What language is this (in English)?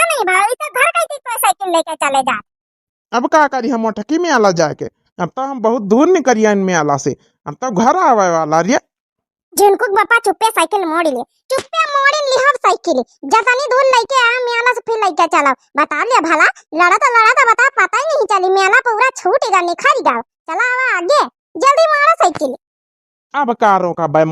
Awadhi